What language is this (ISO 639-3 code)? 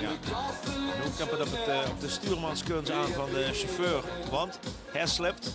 lim